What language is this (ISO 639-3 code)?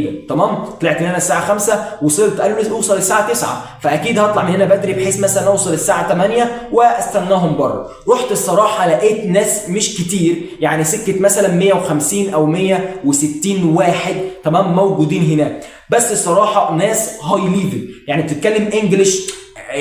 arz